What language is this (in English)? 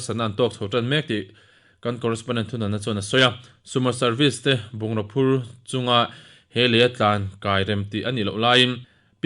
Mizo